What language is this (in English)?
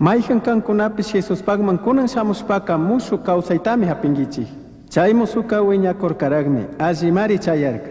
Chimborazo Highland Quichua